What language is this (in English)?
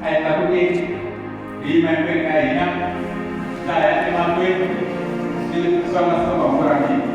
Tsonga